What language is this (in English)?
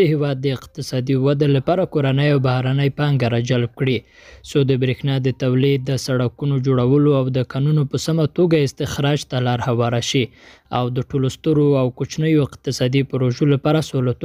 Pashto